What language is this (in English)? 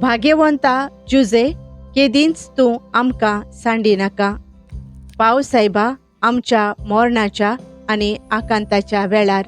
Konkani